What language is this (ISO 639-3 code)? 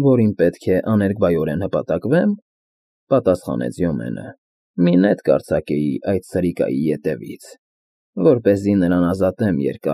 hye